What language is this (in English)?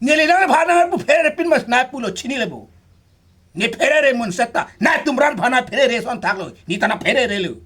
Karbi